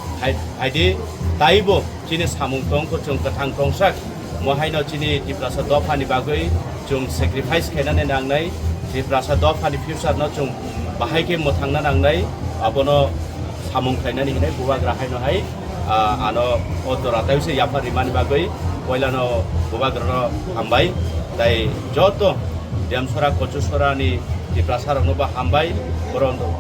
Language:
Kok Borok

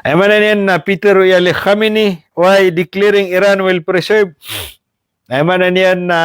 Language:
Maranao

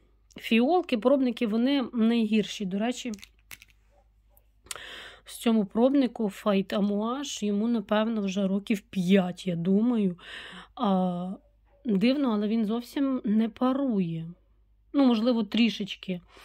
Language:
Ukrainian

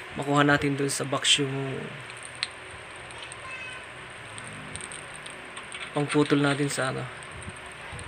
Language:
Filipino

